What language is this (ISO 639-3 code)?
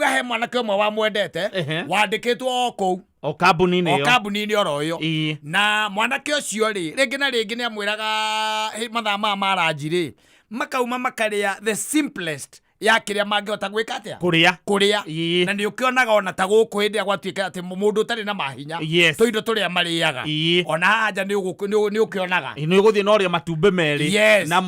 kik